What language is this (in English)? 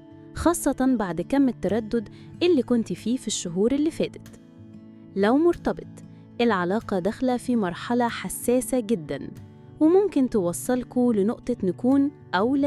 Egyptian Arabic